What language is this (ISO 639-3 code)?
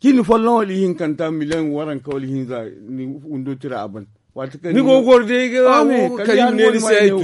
dje